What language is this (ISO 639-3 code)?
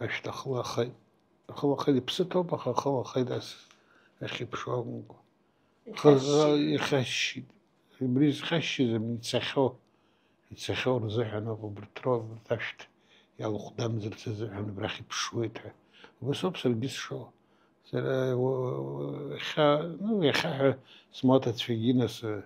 abk